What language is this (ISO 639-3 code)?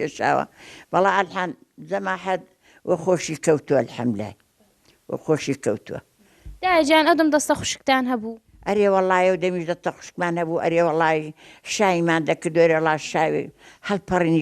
ckb